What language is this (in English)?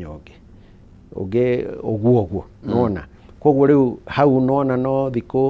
Kikuyu